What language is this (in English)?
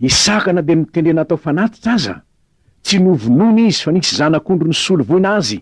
Malagasy